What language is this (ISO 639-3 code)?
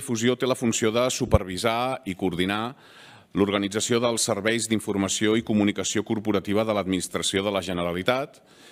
cat